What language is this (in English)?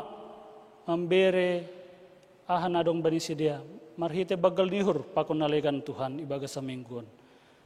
Batak Simalungun